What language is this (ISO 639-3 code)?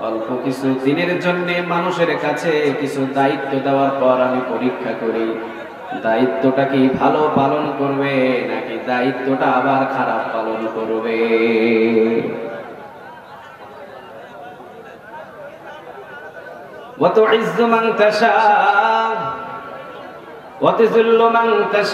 ben